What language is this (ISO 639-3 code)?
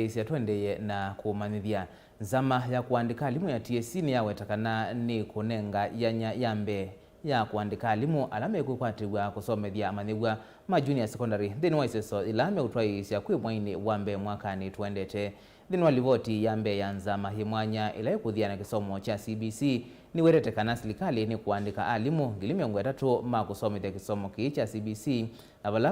kam